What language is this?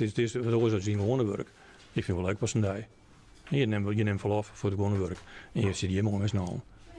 Western Frisian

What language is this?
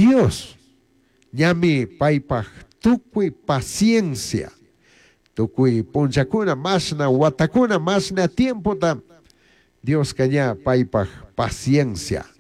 Chimborazo Highland Quichua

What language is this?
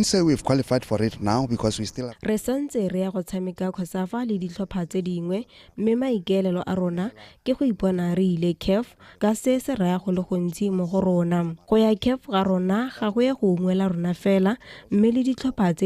Tswana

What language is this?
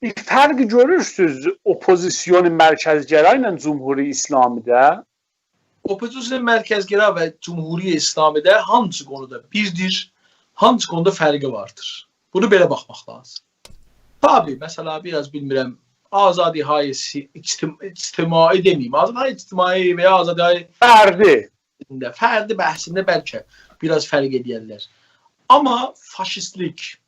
South Azerbaijani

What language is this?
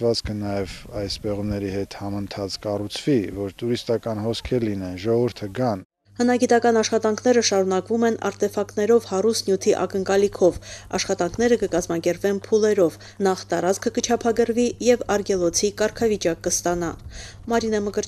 Armenian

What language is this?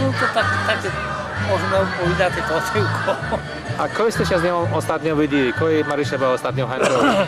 Rusyn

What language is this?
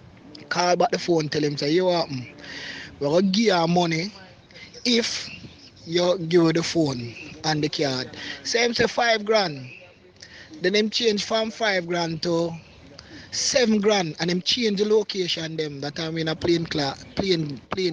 Jamaican Creole English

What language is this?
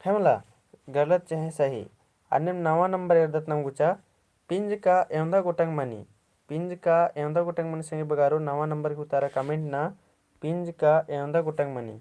Kurukh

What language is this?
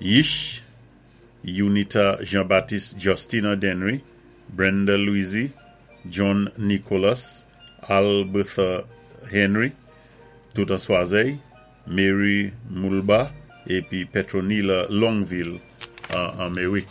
Saint Lucian Creole French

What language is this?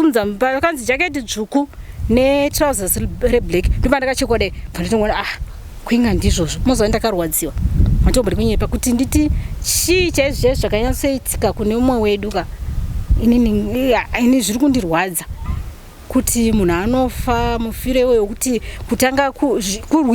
Shona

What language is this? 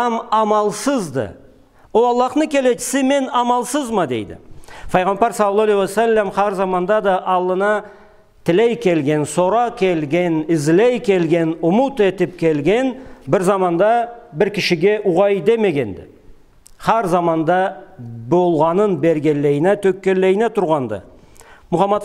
Karachay-Balkar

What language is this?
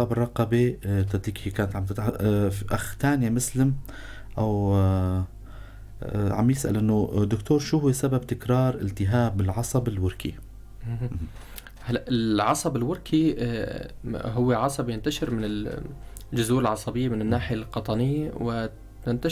North Levantine Arabic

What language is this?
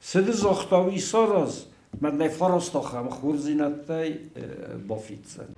Ossetic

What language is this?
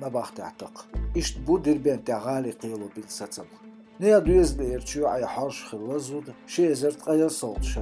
Chechen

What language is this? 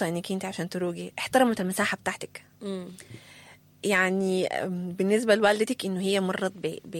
Sudanese Arabic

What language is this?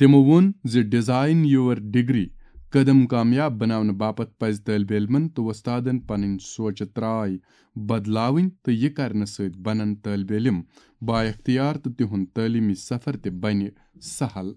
Kashmiri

